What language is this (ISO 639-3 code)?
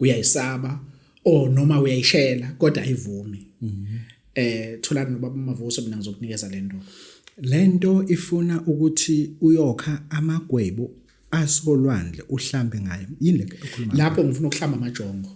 zul